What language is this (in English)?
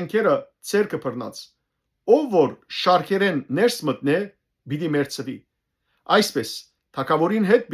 Western Armenian